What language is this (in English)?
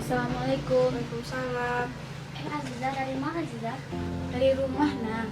Minangkabau